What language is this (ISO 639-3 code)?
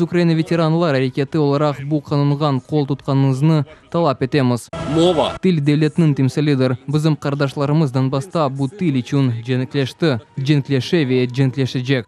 crh